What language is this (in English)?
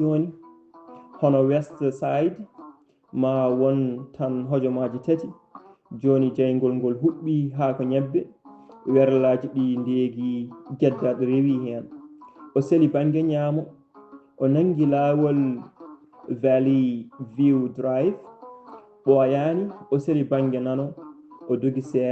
Fula